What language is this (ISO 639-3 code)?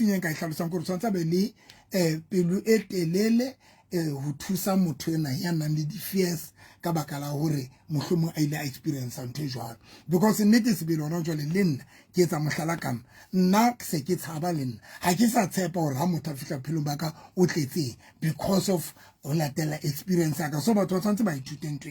sot